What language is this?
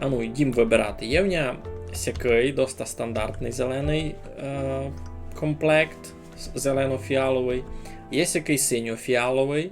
Rusyn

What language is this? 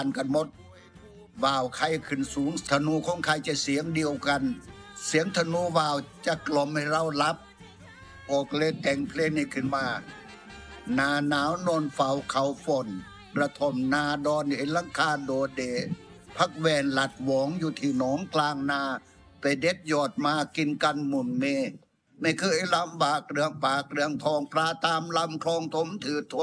Thai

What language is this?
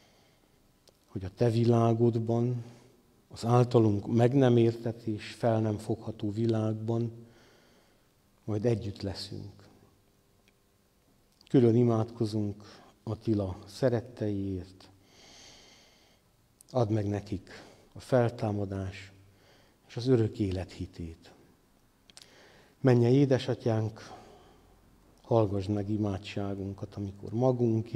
Hungarian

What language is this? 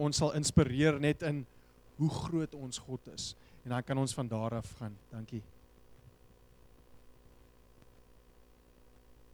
Afrikaans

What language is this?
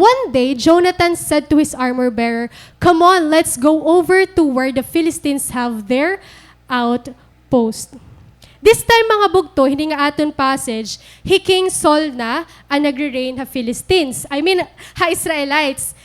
Waray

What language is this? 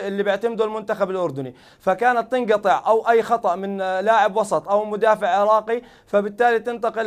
Mesopotamian Arabic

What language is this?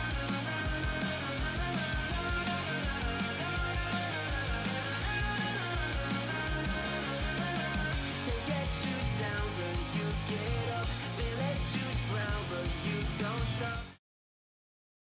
Hungarian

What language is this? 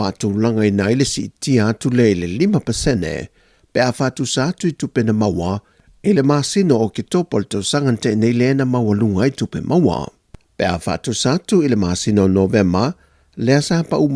Samoan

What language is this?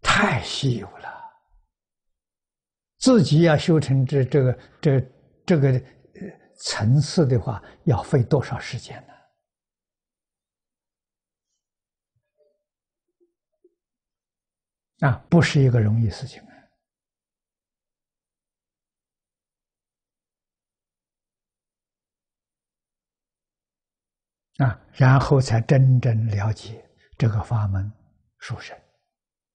Chinese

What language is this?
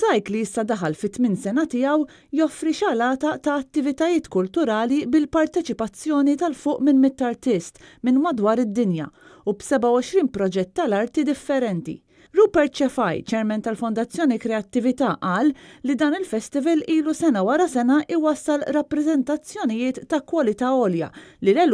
Maltese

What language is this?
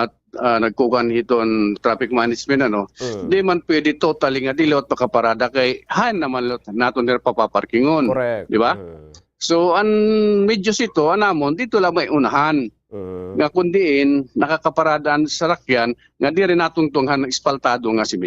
Waray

